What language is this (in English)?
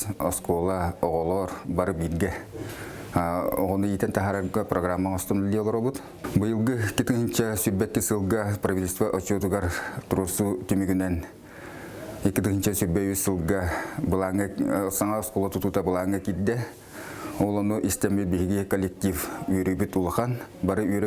Yakut